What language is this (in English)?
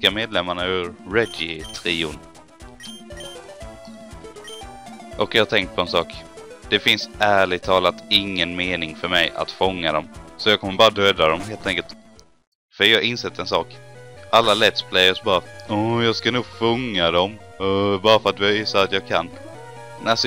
Swedish